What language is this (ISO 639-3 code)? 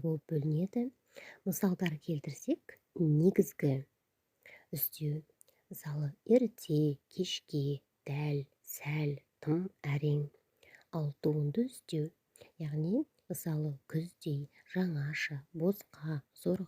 kaz